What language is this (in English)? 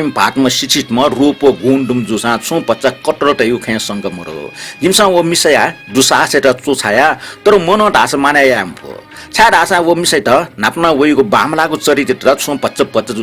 Newari